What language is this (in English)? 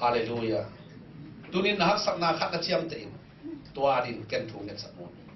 Tedim Chin